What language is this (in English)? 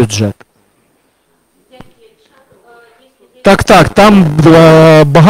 Ukrainian